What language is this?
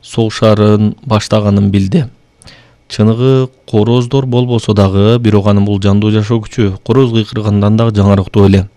Kyrgyz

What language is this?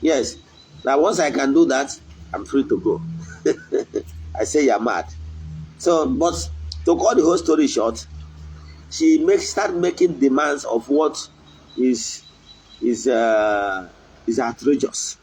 Igbo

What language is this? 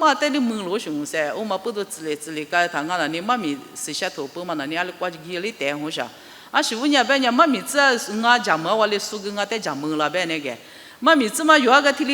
Lisu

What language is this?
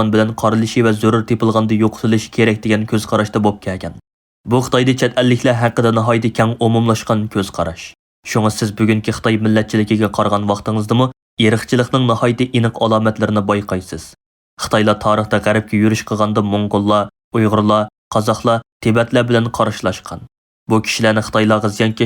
Uyghur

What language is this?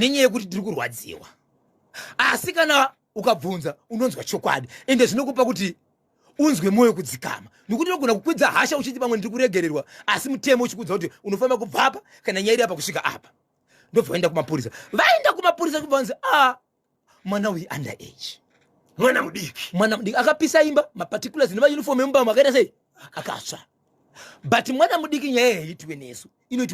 Shona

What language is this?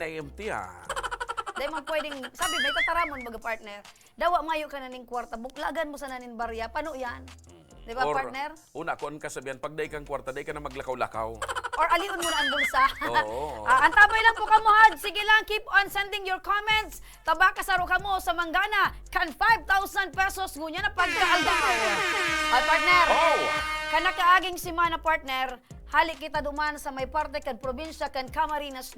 Bikol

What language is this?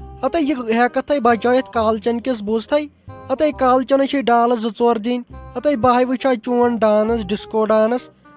Kashmiri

